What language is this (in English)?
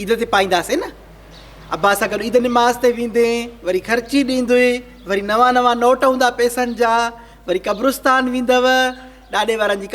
Sindhi